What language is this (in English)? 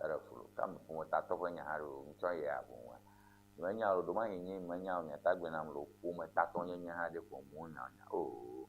Ewe